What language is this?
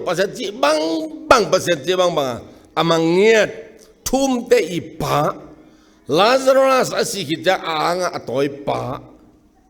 Tedim Chin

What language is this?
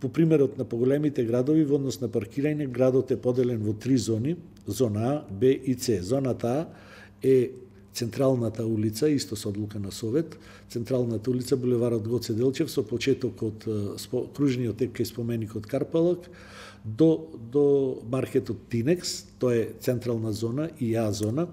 Macedonian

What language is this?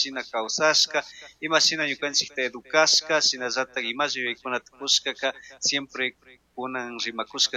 Chimborazo Highland Quichua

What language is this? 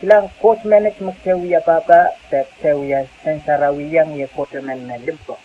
Pohnpeian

